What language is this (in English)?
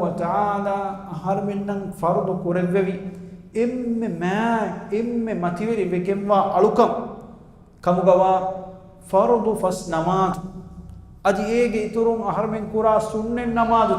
Divehi